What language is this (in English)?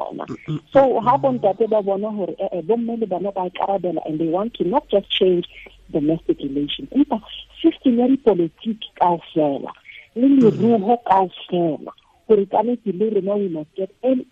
Tswana